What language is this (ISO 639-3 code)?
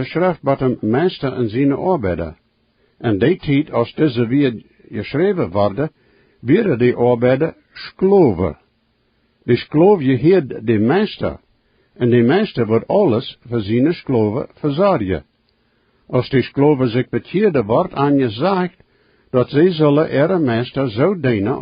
pdt